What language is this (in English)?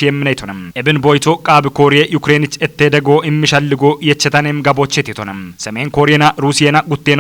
Kafa